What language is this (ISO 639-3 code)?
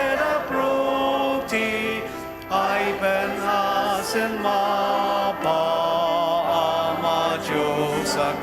njo